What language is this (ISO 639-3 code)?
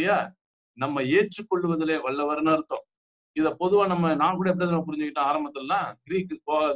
tam